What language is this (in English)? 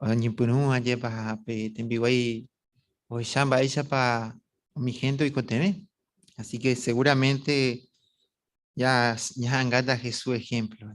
Guarani